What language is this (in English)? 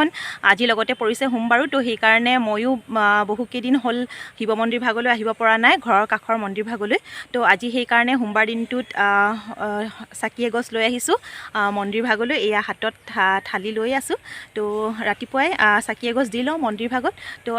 Assamese